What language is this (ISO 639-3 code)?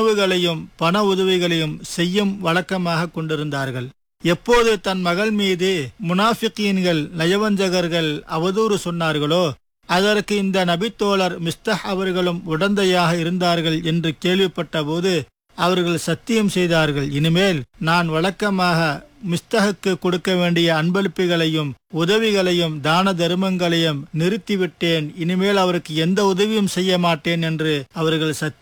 tam